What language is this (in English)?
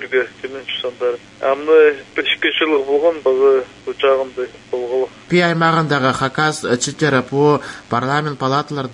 Khakas